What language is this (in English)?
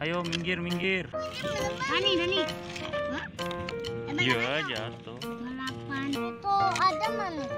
Betawi